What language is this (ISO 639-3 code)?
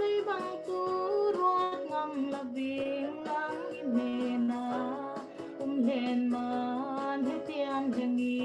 cfm